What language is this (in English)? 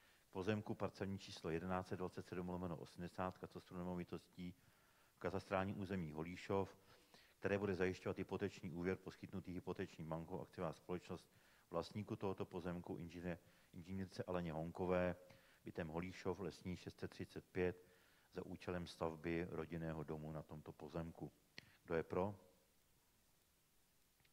Czech